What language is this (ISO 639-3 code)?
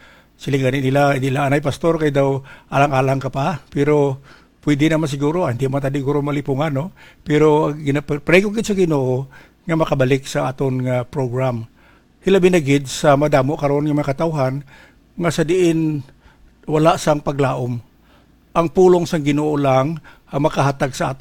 hil